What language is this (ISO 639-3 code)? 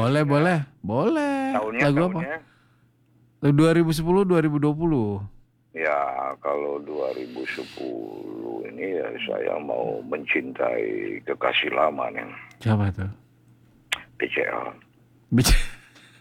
ind